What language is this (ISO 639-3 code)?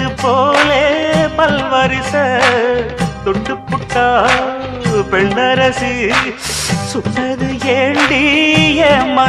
tam